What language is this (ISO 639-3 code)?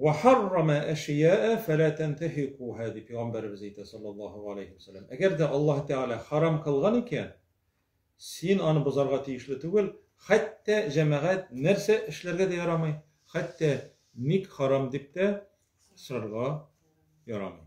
tat